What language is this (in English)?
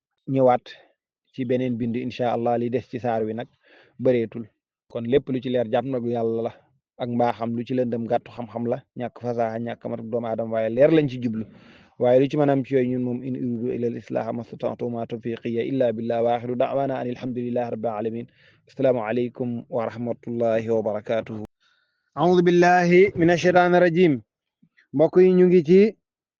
Wolof